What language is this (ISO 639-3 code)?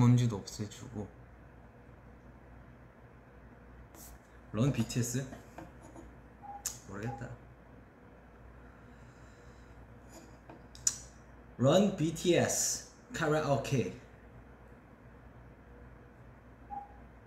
kor